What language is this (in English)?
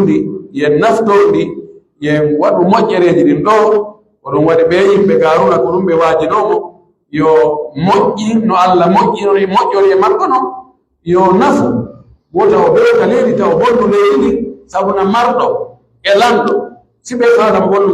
Pular